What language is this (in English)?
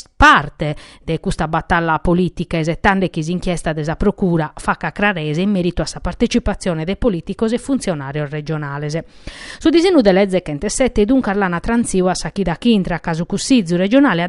Sardinian